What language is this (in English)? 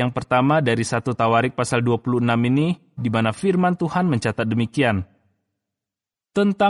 Indonesian